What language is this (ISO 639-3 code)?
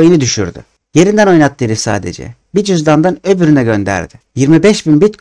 tur